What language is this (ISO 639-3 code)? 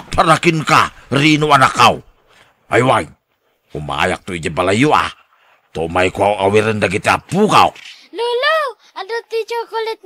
ilo